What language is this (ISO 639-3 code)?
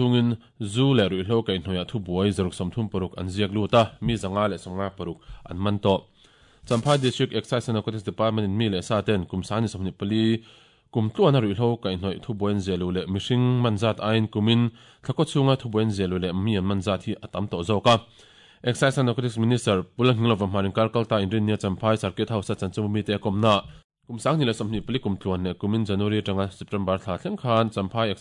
lus